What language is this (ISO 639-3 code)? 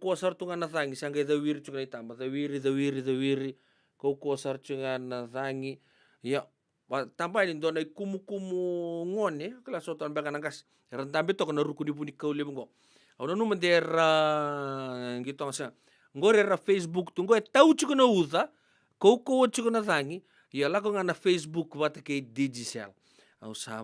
fij